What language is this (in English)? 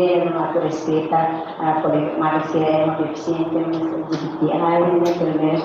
Tetum